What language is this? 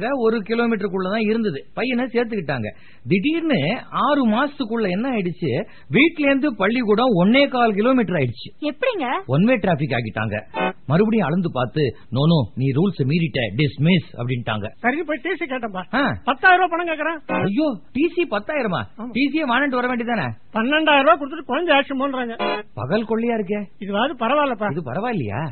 Tamil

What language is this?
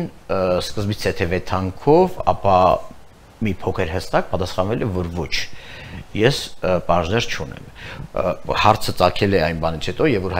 Armenian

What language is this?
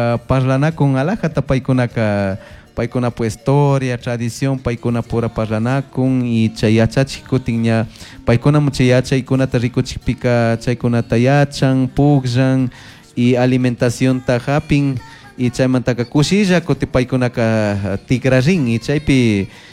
Chimborazo Highland Quichua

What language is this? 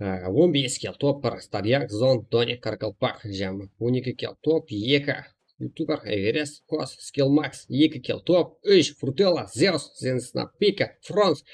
Kara-Kalpak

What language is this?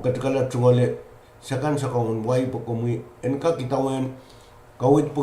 Pohnpeian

